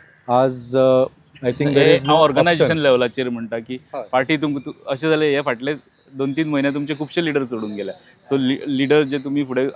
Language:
Konkani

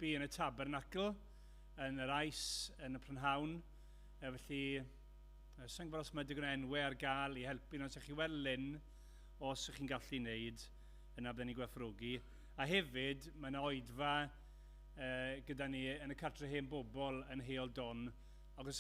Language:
Welsh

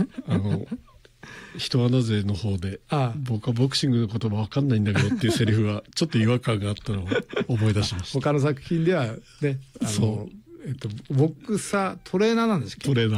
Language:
Japanese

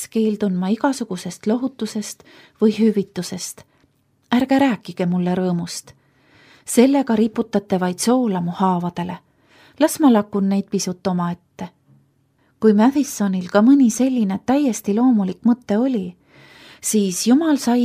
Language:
Estonian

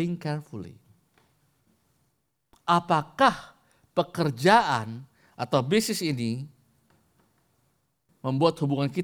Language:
Indonesian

